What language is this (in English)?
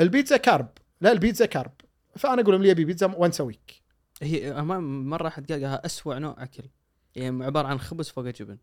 Gulf Arabic